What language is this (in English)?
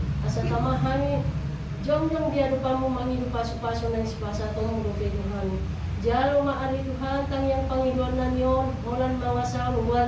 Batak Toba